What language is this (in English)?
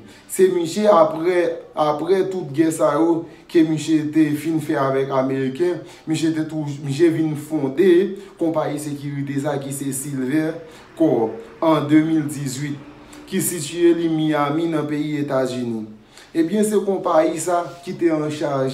Haitian Creole